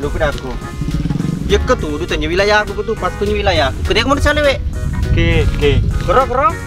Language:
Buginese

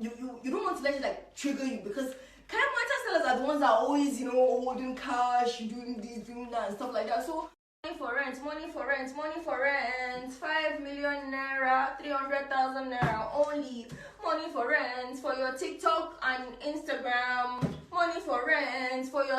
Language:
Nigerian Pidgin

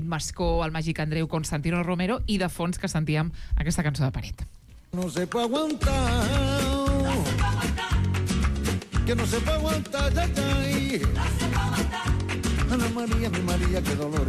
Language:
Catalan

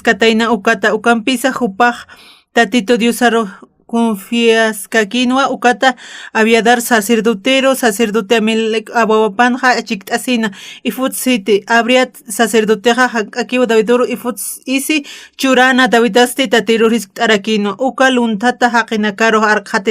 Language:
Aymara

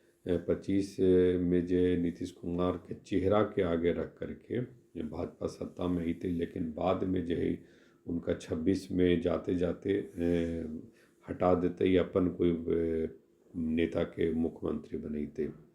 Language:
Magahi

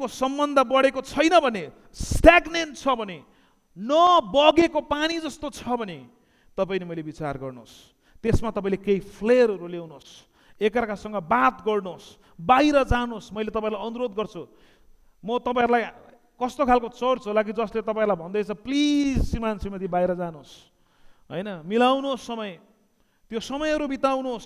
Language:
Nepali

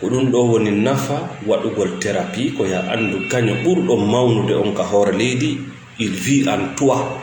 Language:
Fula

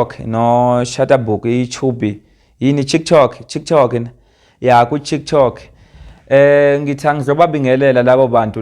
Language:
Zulu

